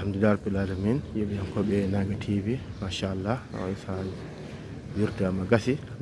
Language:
Fula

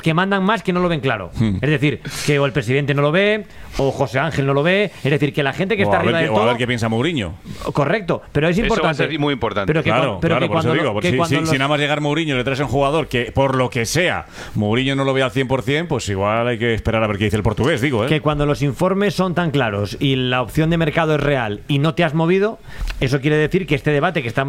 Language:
Spanish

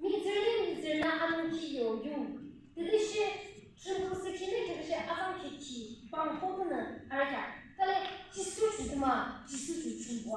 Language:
Yimchungru Naga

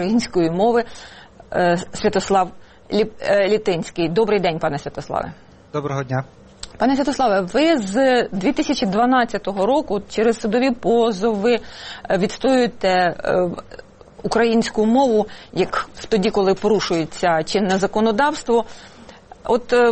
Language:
Ukrainian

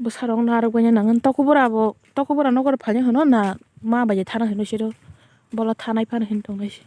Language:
Kok Borok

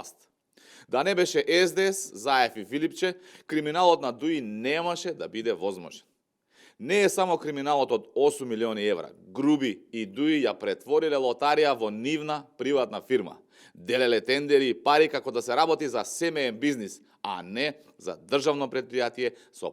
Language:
Macedonian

